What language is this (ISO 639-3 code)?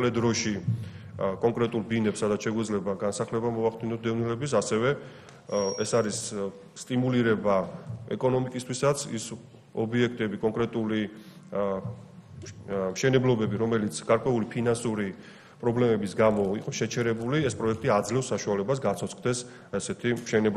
kat